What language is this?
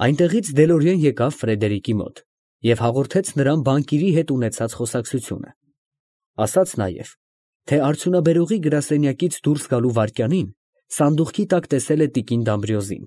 Armenian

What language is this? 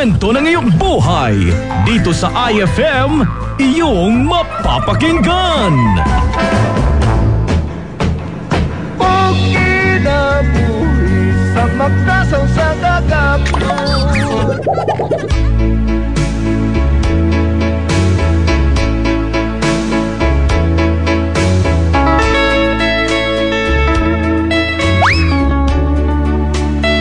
Filipino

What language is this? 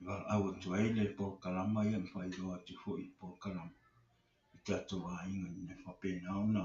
Samoan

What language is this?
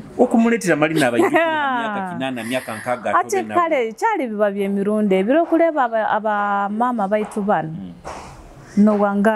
Nyoro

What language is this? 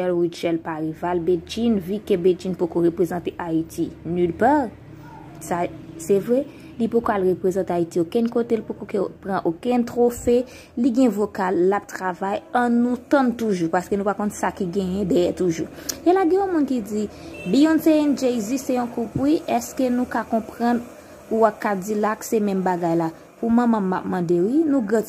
Haitian Creole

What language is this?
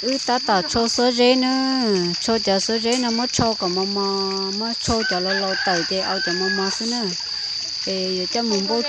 Hmong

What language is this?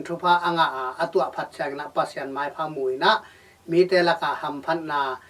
Tedim Chin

